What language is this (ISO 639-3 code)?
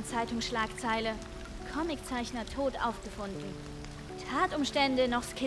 bar